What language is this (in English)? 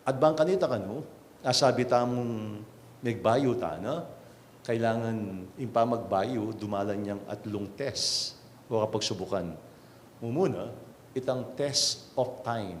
Pampanga